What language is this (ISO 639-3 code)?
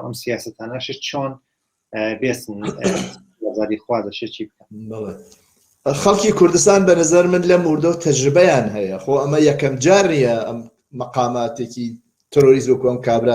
ckb